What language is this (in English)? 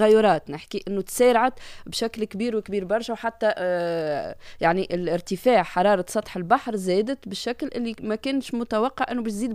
Tunisian Arabic